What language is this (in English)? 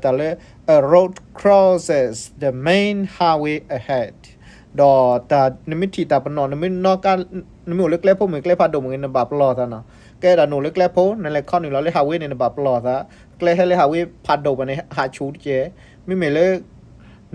S'gaw Karen